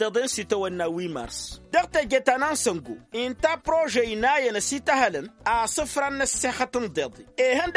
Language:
Tamasheq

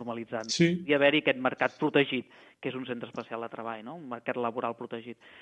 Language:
Catalan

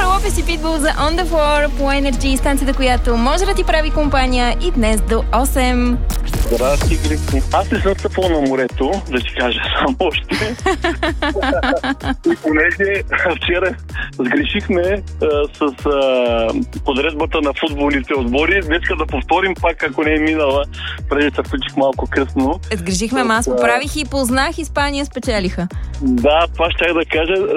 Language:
Bulgarian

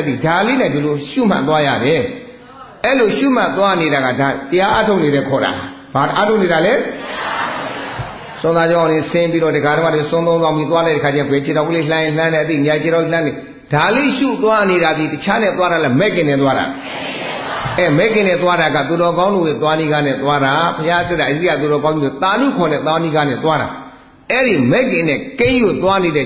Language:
Burmese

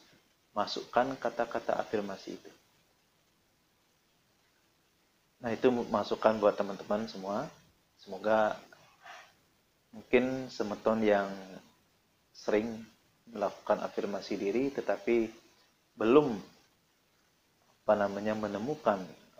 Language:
Indonesian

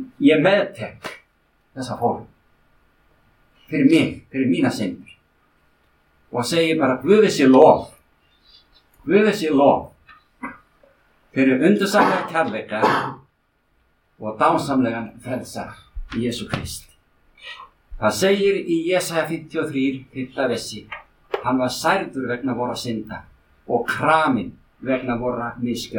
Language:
Icelandic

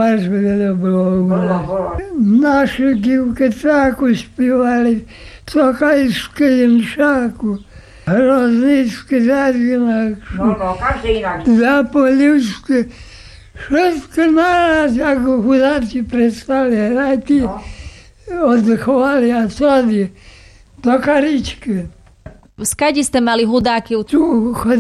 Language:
Slovak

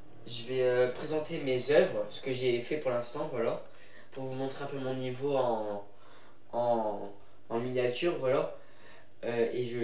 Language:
French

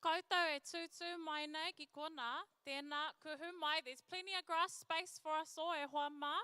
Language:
Māori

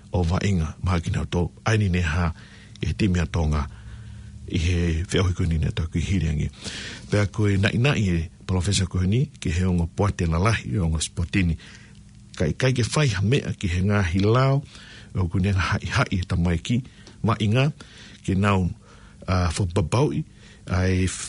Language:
Tongan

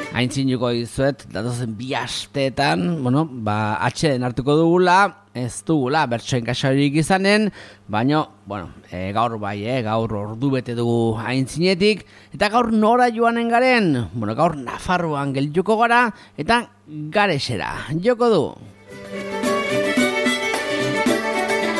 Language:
Basque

